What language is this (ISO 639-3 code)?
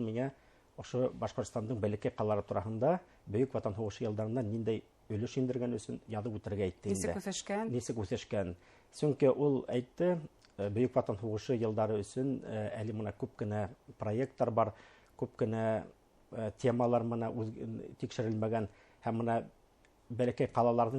bak